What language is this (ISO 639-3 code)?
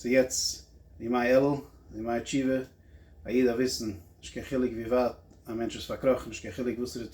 yid